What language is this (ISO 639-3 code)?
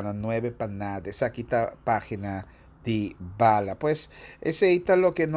pap